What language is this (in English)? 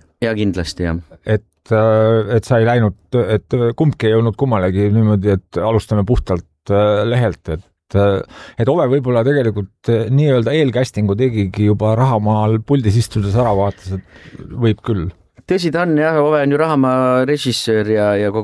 Estonian